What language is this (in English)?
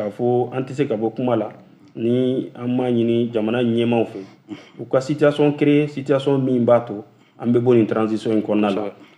Bambara